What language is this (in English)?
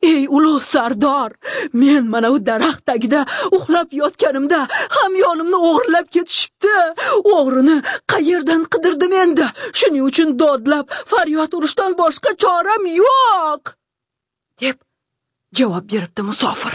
Uzbek